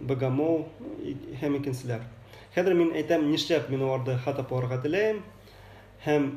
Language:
Bashkir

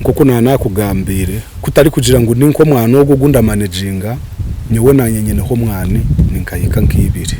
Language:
Nyankole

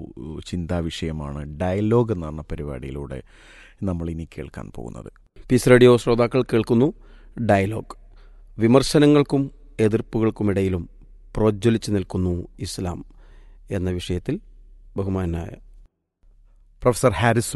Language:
Malayalam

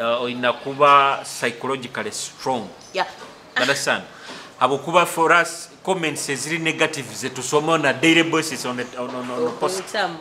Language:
Nyoro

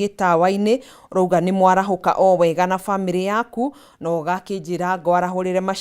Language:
Kikuyu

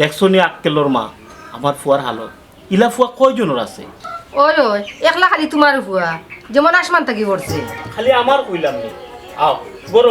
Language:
Sylheti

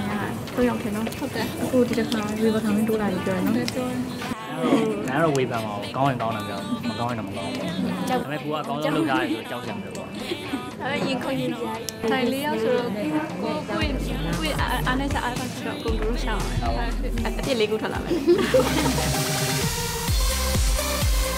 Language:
Burmese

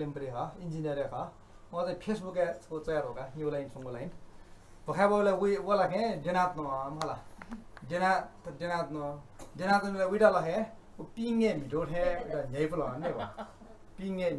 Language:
Newari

